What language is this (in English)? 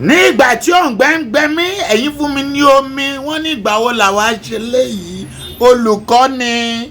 Yoruba